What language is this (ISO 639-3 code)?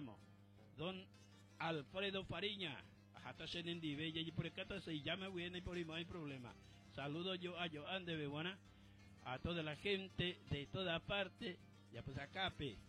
grn